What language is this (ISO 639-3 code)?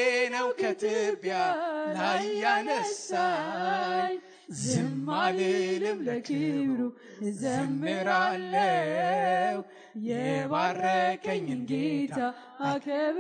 amh